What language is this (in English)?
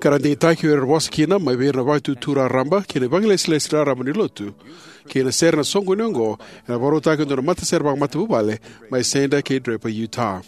Fijian